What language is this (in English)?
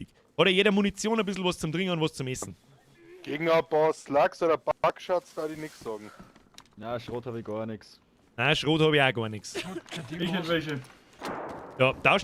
Bavarian